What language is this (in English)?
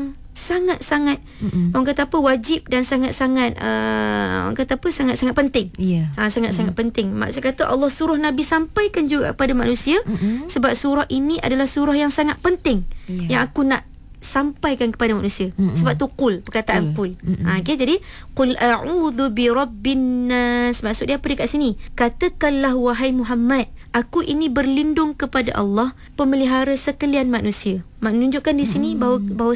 Malay